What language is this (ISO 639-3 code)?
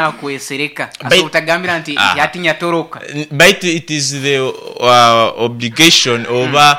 nyo